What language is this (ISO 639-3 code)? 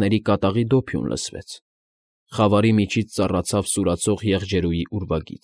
hye